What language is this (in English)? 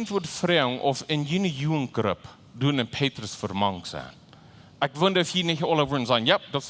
Plautdietsch